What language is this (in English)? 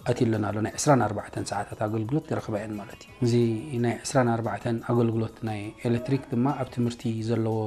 Tigrinya